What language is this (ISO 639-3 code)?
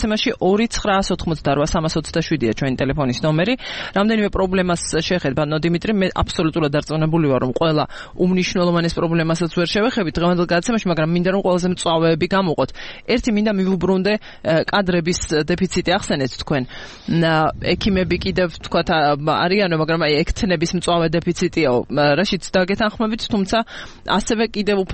kat